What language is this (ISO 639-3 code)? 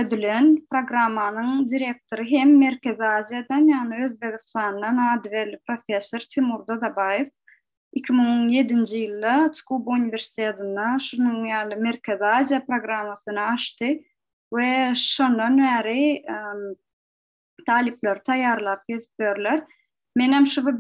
tuk